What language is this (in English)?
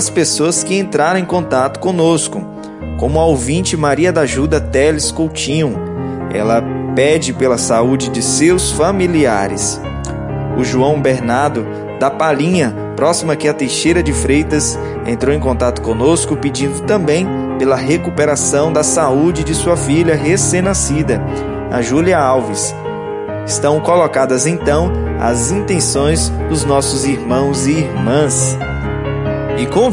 Portuguese